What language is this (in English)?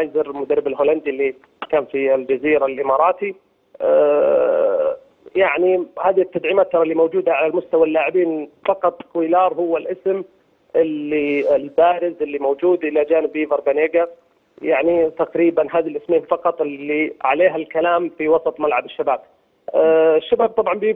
Egyptian Arabic